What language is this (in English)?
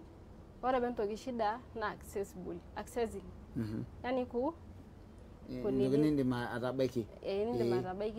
Masai